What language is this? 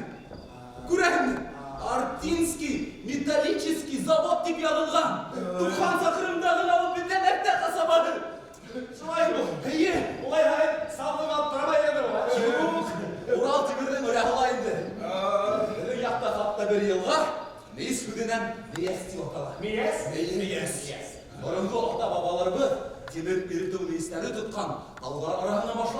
Bashkir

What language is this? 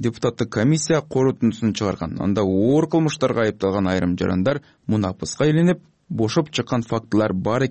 Kyrgyz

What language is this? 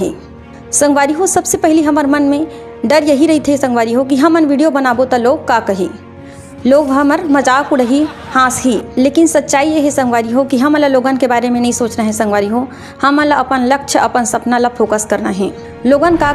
Chhattisgarhi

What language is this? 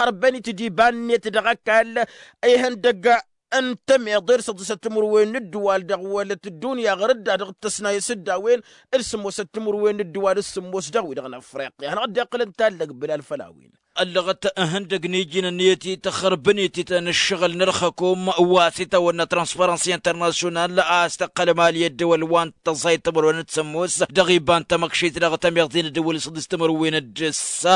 Tamasheq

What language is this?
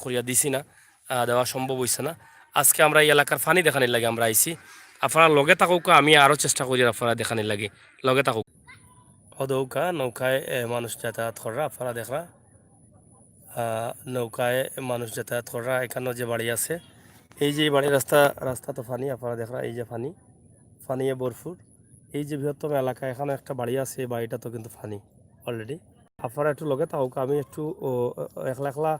Sylheti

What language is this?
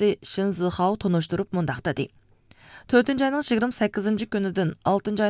Uyghur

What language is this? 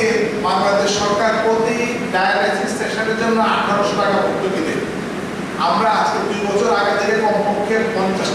Bangla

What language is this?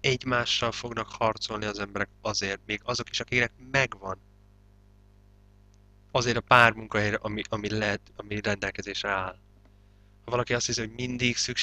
Hungarian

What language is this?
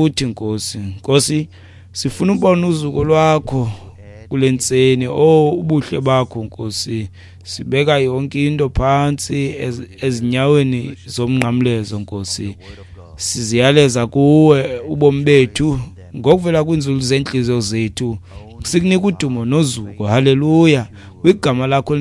Xhosa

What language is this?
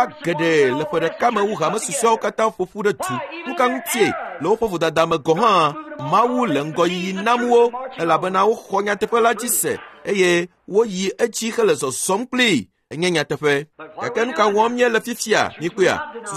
Ewe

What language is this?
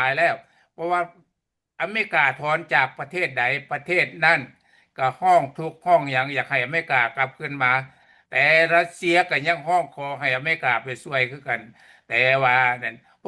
Lao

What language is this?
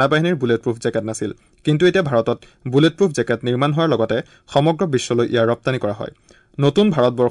Assamese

